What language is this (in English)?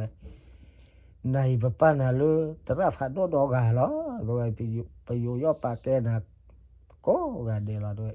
S'gaw Karen